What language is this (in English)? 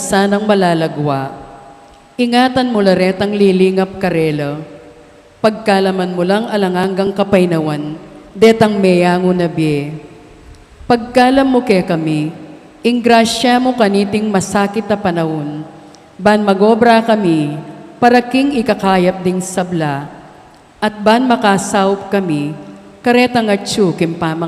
Pampanga